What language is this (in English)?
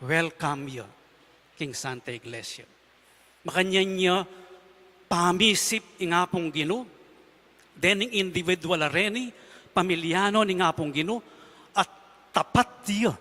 Pampanga